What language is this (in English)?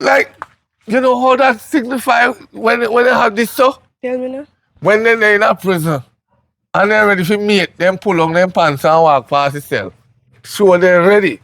Jamaican Creole English